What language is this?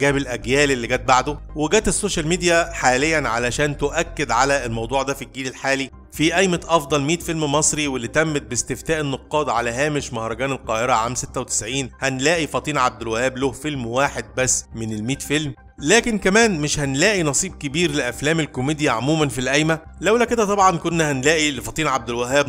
Egyptian Arabic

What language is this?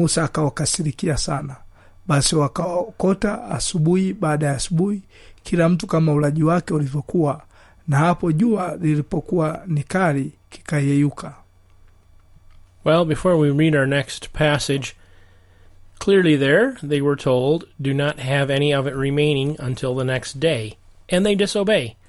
Swahili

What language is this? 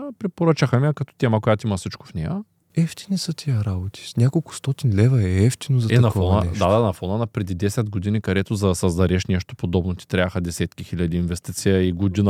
Bulgarian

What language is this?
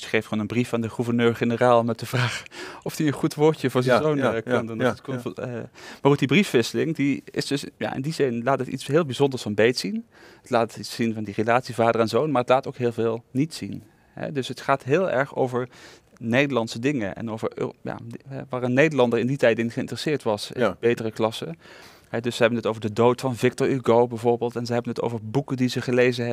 Dutch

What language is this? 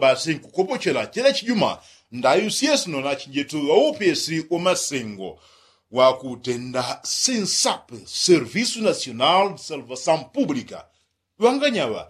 Yao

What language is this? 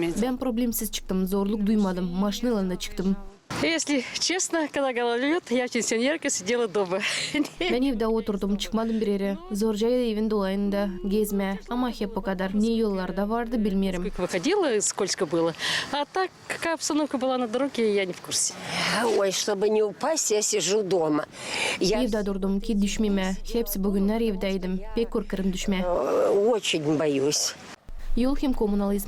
Gagauz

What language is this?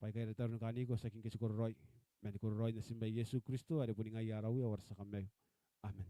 Gilbertese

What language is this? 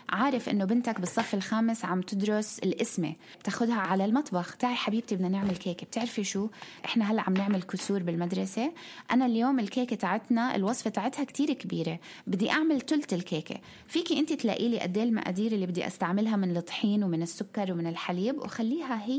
North Levantine Arabic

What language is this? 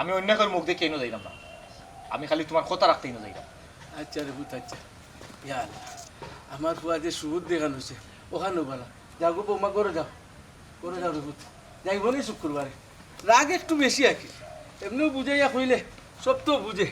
Sylheti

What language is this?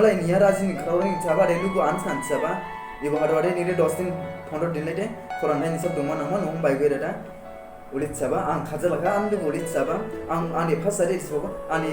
Dimasa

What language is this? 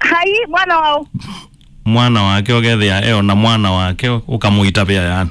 Kamba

